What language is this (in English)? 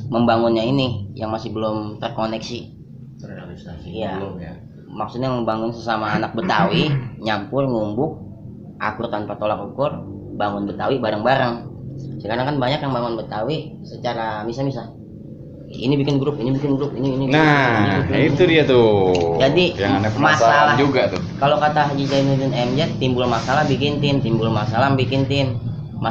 Betawi